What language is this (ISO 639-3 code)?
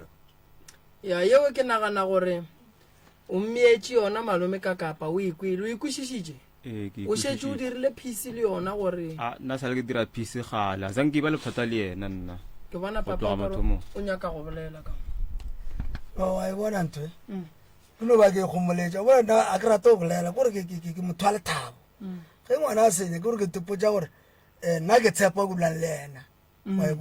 nso